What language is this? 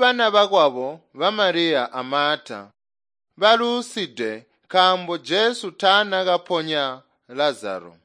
Tonga (Zambia)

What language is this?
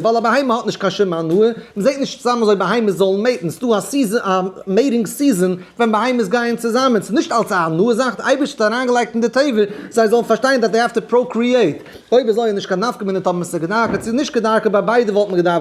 Yiddish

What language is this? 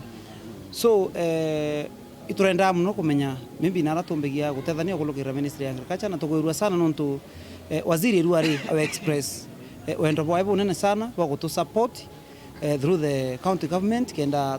Meru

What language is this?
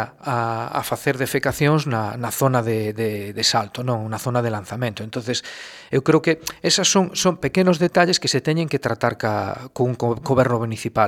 Galician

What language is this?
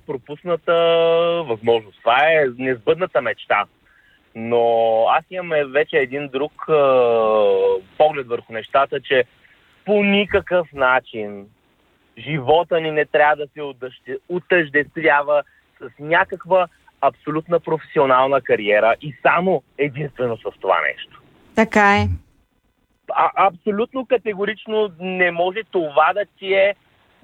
Bulgarian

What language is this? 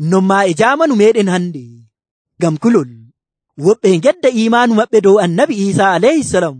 Nigerian Fulfulde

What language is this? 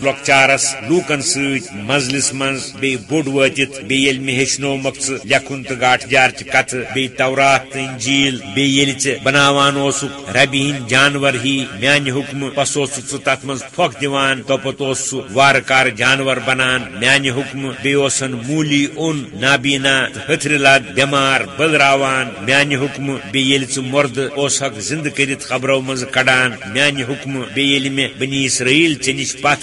Kashmiri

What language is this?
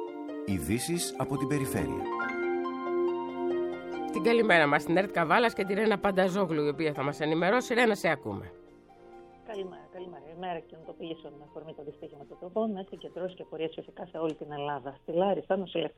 Greek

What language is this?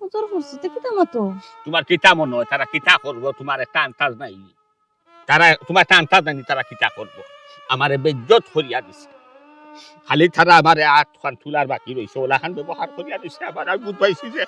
Sylheti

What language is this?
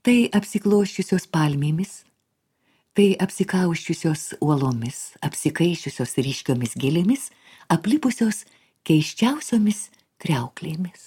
Lithuanian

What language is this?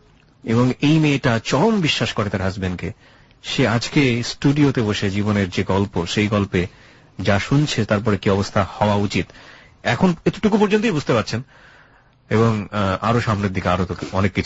Bangla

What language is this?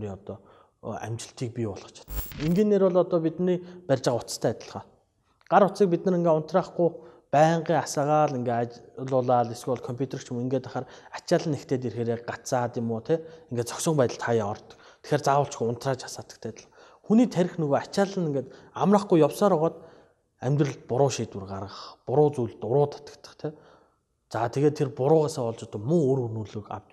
Mongolian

